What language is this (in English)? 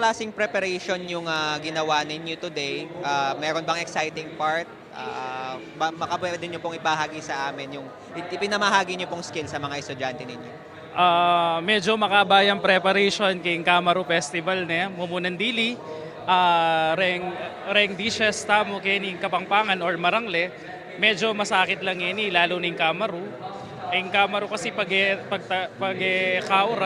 Pampanga